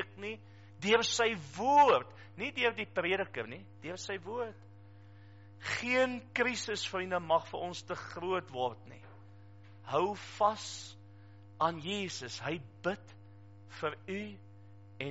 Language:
Afrikaans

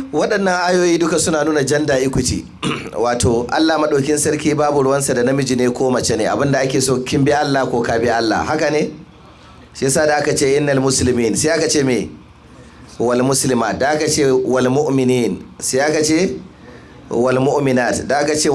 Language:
Hausa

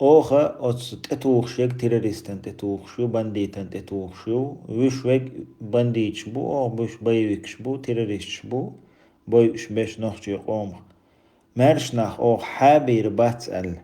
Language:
Chechen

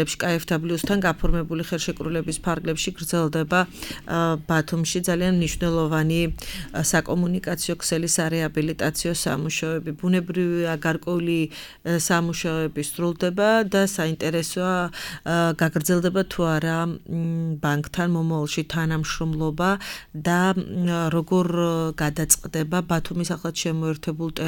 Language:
Georgian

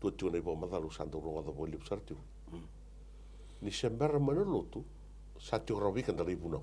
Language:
Fijian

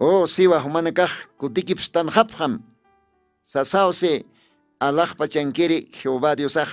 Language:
Aymara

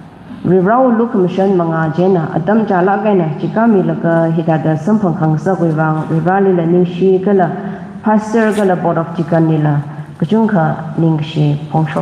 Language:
Tangkhul Naga (India)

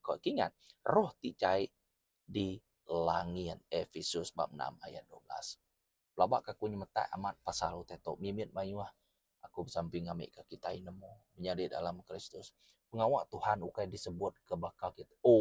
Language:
Iban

